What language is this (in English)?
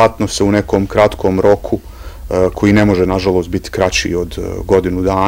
Bosnian